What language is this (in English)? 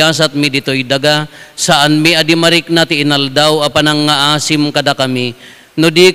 Iloko